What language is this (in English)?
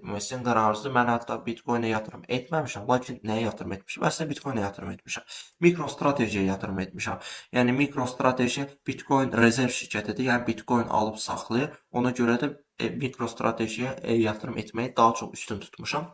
Azerbaijani